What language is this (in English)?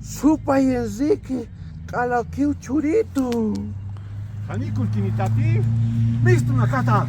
Aymara